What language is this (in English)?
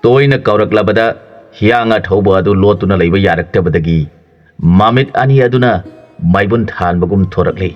Manipuri